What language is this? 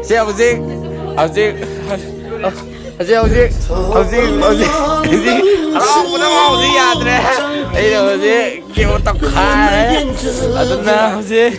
Manipuri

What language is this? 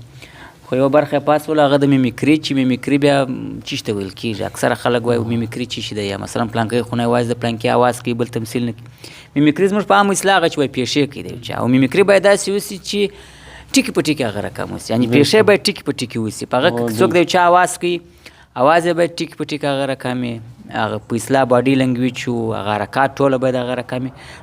Pashto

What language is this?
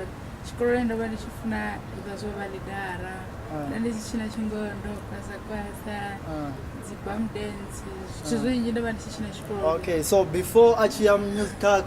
Venda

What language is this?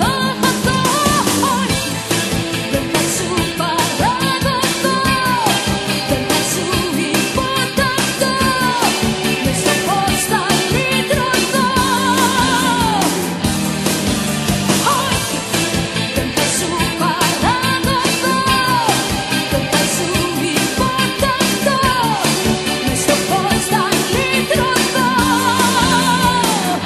Greek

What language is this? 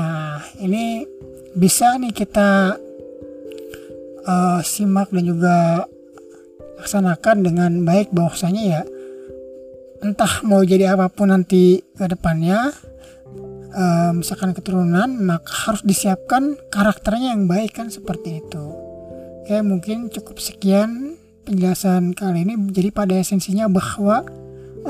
Indonesian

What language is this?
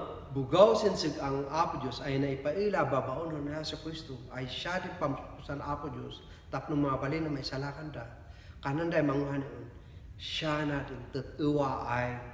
Kankanaey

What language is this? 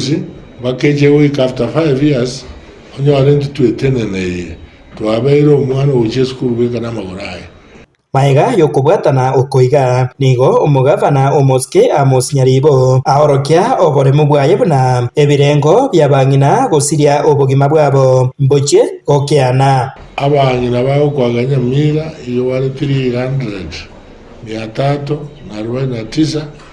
Gusii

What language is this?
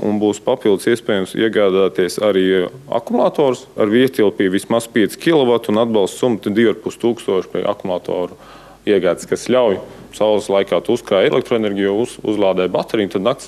Latvian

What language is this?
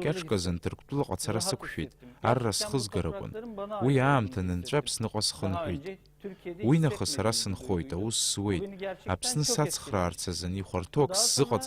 Abkhazian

